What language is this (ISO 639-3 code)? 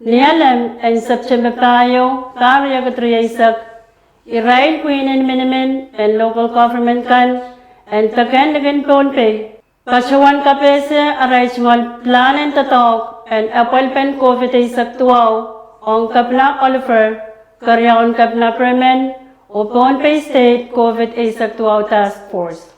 pon